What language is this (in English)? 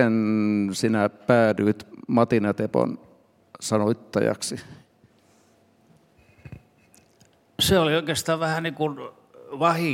Finnish